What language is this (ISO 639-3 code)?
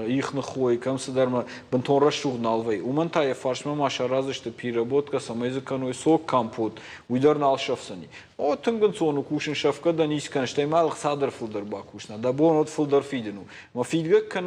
oss